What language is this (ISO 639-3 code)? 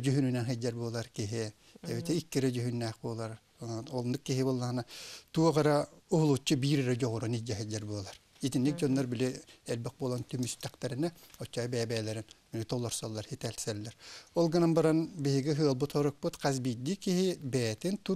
sah